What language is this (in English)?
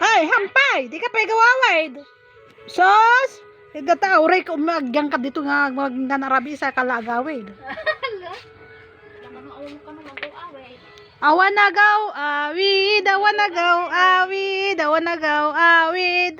Iloko